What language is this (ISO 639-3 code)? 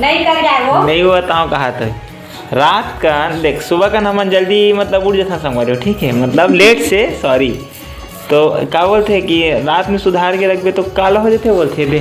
hne